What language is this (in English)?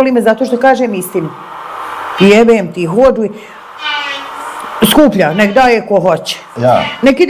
Bosnian